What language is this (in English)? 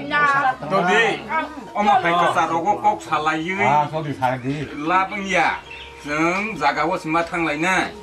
Kok Borok